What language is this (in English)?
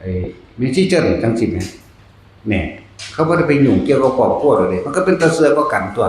Northeastern Thai